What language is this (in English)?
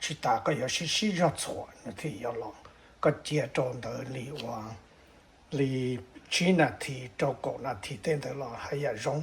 Hmong